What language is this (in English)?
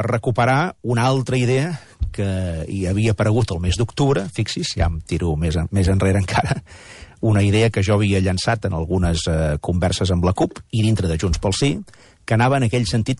Catalan